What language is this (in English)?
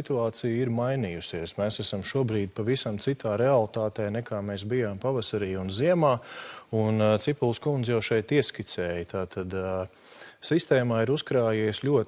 Latvian